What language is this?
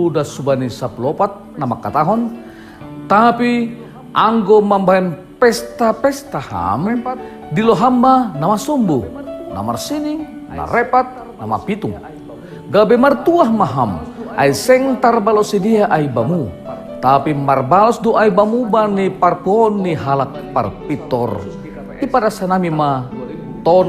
Batak Simalungun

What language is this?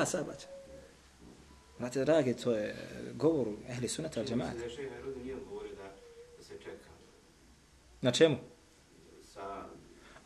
Bosnian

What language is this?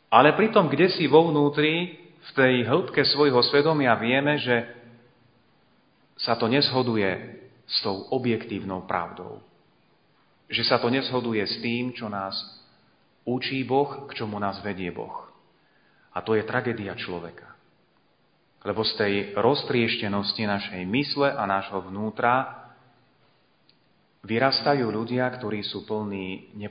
Slovak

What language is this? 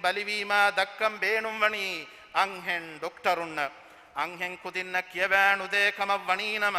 Divehi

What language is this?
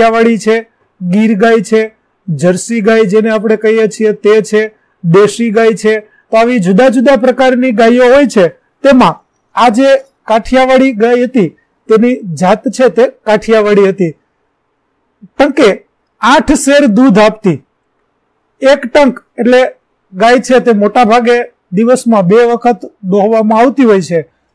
Gujarati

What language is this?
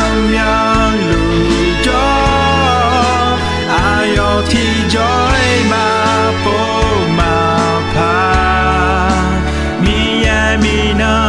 Akha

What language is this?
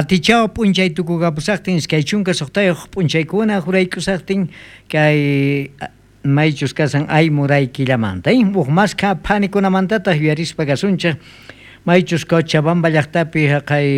South Bolivian Quechua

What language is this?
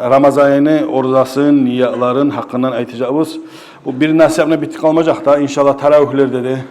Kumyk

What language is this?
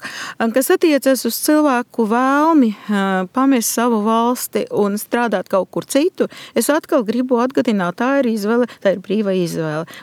Latvian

